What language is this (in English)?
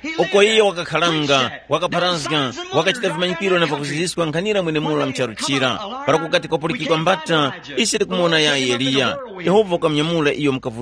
Tumbuka